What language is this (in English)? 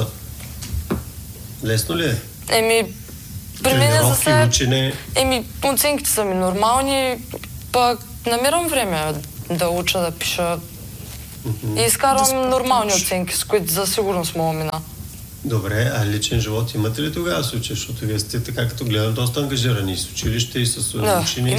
Bulgarian